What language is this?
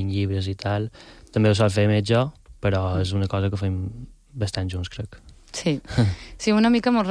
Catalan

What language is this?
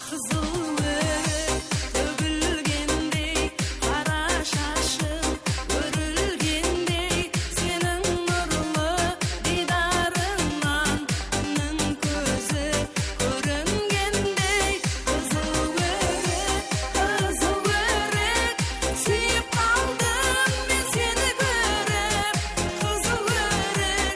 Kara-Kalpak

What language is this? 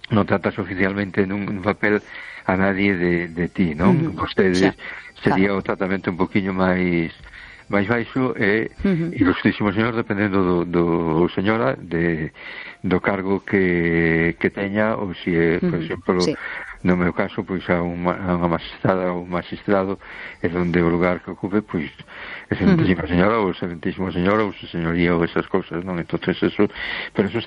Galician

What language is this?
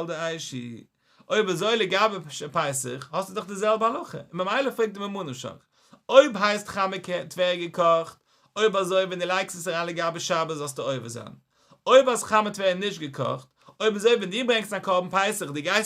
Yiddish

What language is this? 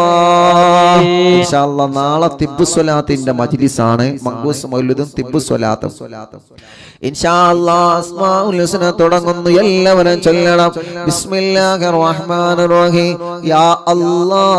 Malayalam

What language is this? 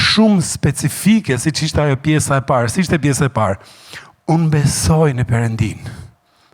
Albanian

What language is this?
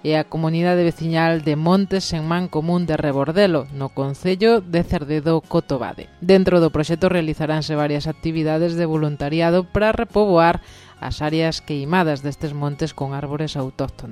Galician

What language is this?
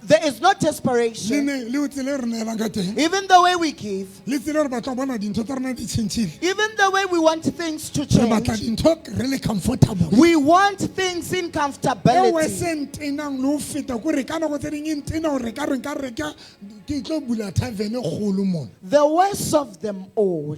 Southern Sotho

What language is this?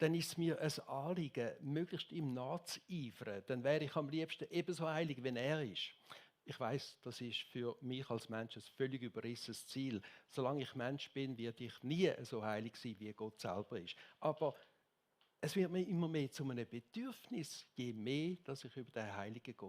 Swiss German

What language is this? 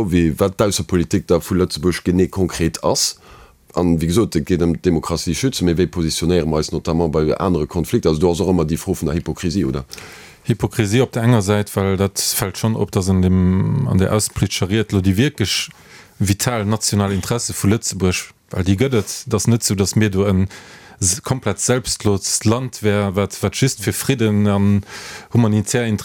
Luxembourgish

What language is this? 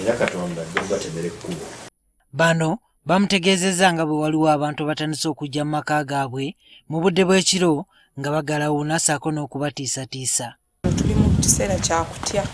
Ganda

